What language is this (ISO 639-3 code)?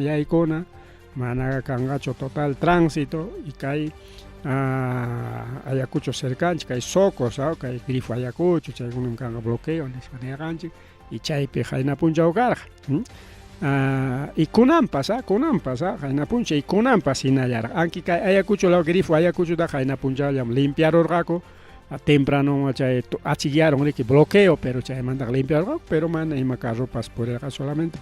quy